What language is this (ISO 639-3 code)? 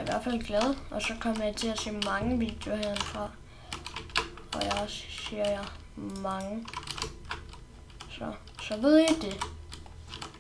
dan